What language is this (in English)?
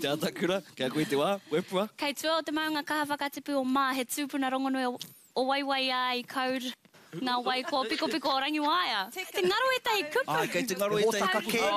Māori